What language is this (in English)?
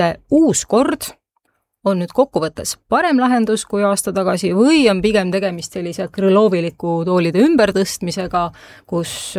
Estonian